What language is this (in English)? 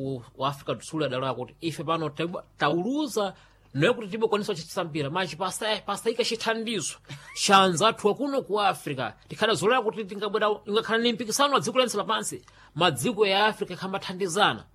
Sena